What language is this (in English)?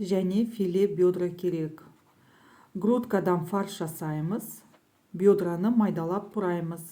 Kazakh